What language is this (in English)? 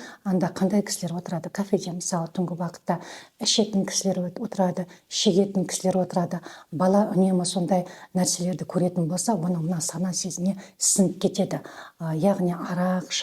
Kazakh